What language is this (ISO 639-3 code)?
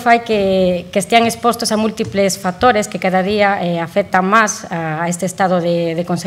glg